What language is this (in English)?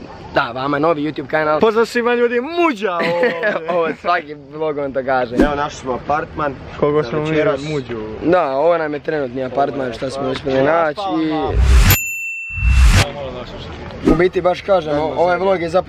Croatian